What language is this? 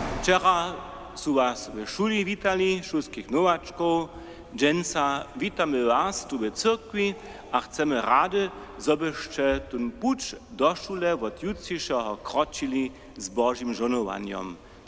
Upper Sorbian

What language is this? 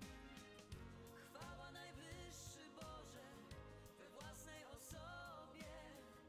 Polish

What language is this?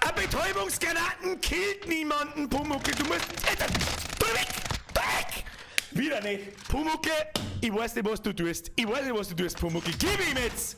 Bavarian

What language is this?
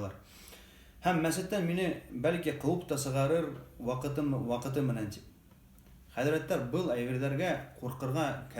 Bashkir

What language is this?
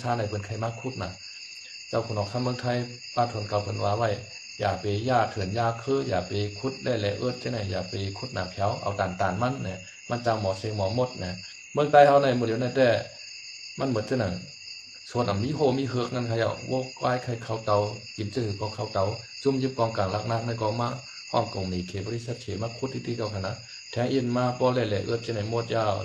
Shan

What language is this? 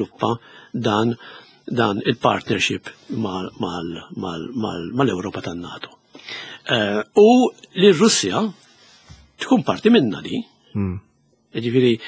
Maltese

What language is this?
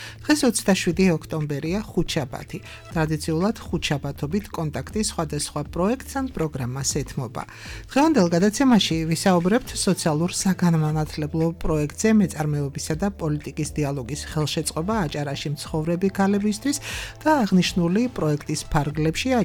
Georgian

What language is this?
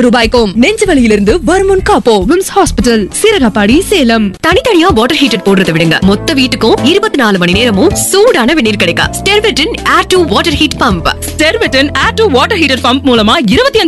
Tamil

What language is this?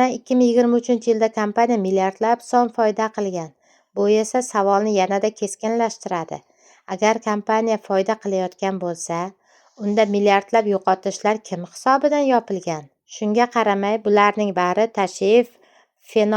Uzbek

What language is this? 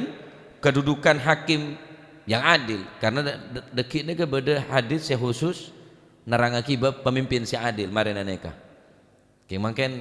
Madurese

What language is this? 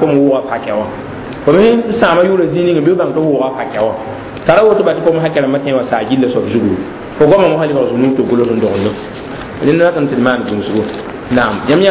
Mossi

